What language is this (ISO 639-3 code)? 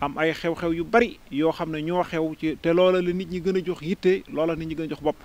wol